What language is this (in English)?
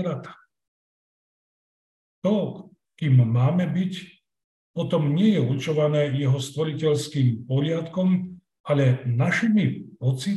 Slovak